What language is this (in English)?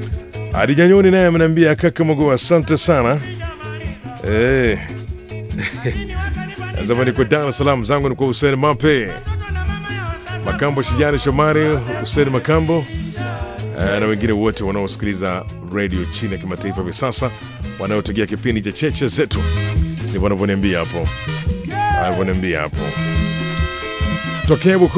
Swahili